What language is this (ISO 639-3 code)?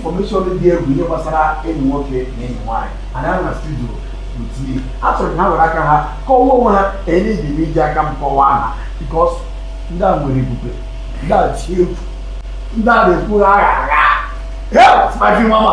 ibo